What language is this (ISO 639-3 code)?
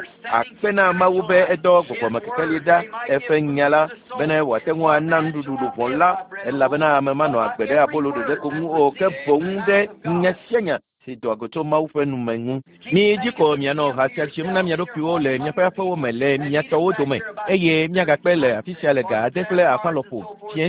ewe